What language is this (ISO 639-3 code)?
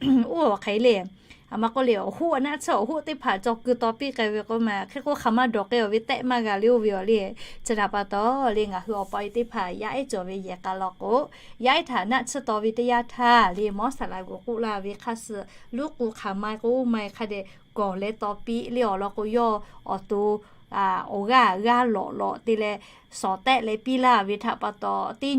lhu